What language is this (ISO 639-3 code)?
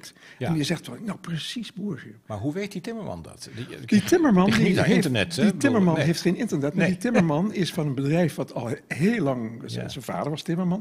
nld